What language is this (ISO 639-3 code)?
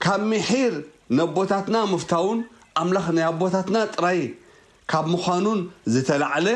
tir